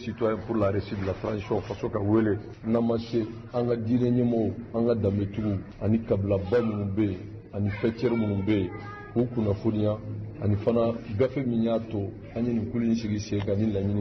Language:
Bambara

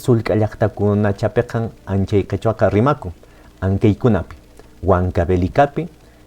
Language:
Quechua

